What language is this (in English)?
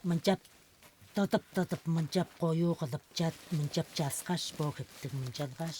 Tuvinian